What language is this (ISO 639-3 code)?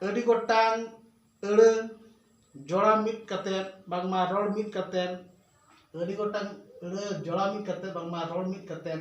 sat